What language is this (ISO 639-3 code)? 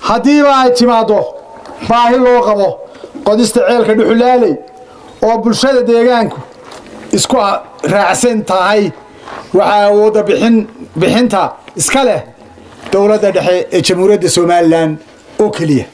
som